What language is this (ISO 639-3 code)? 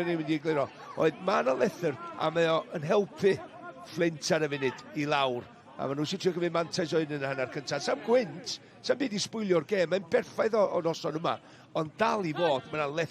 cym